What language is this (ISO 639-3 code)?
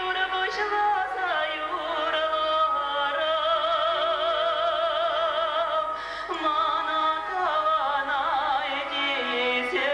chv